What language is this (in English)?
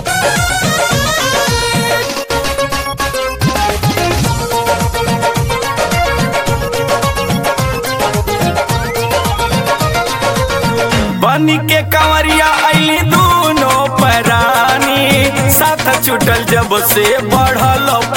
Bhojpuri